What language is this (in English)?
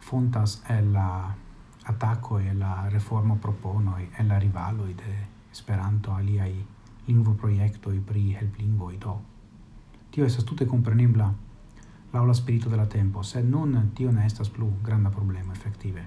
Esperanto